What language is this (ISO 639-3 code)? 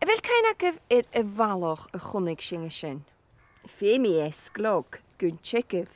gla